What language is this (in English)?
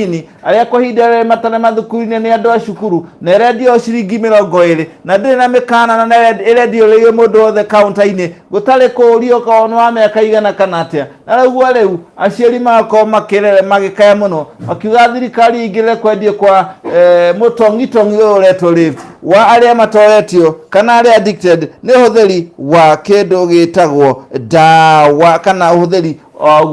Kikuyu